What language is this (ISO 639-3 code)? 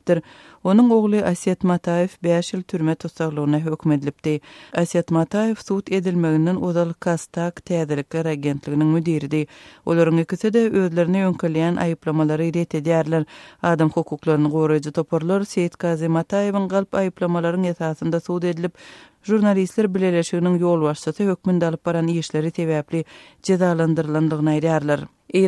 tuk